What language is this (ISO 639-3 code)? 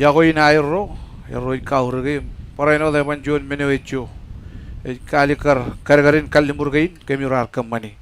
mah